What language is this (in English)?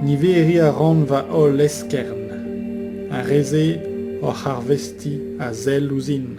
Breton